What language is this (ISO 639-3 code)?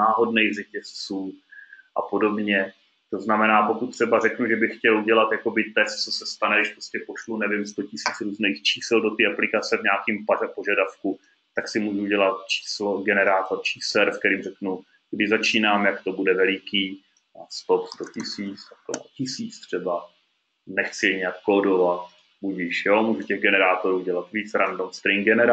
ces